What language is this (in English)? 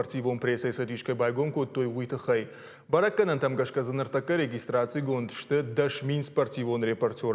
Ossetic